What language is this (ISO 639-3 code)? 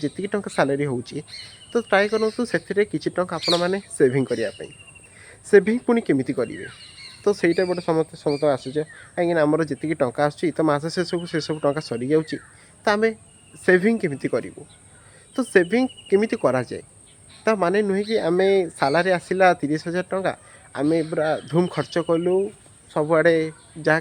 ori